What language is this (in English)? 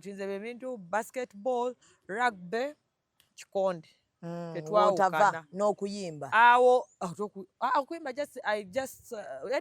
Ganda